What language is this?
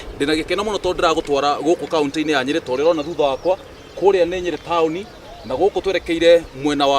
Kikuyu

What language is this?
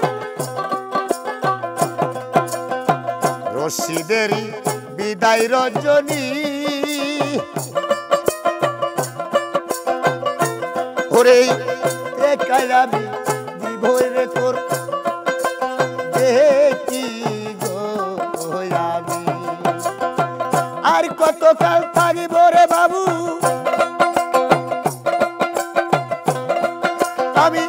Bangla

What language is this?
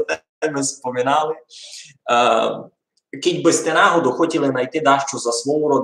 Rusyn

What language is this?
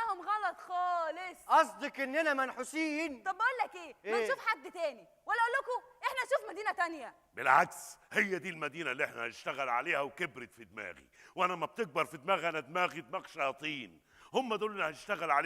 Egyptian Arabic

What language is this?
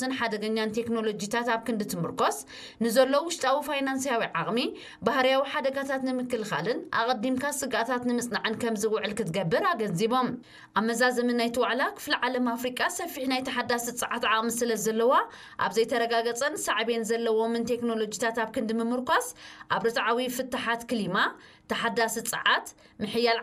Tigrinya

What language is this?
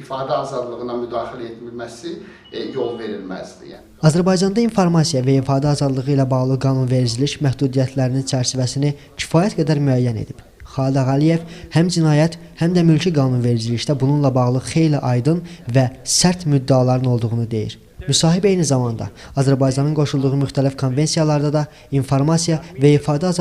Azerbaijani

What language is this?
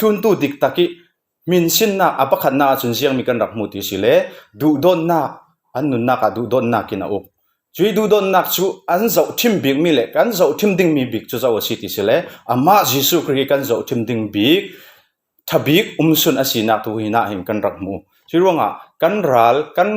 Falam Chin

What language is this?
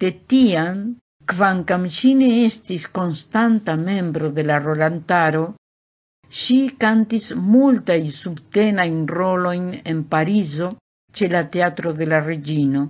Esperanto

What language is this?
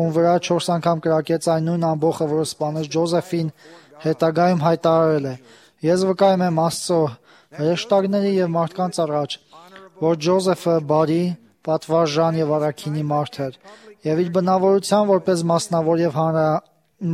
Armenian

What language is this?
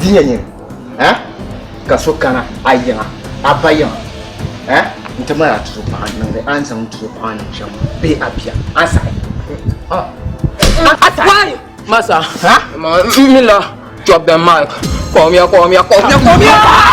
Dagbani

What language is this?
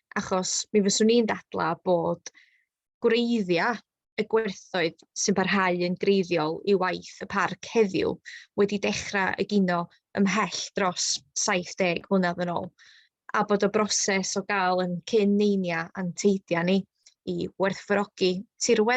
Welsh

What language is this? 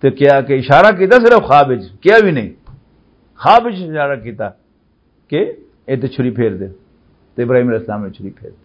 Western Panjabi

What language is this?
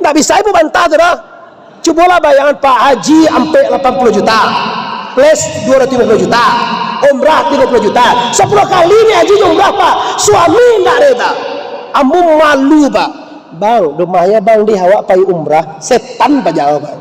Minangkabau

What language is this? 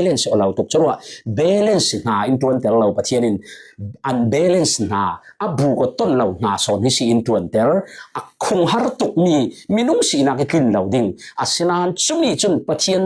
Falam Chin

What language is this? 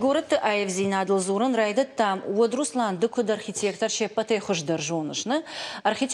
Ossetic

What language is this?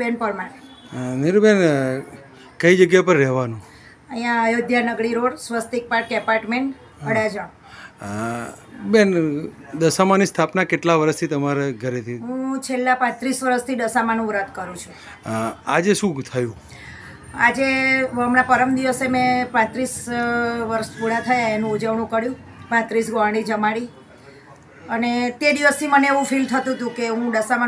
Gujarati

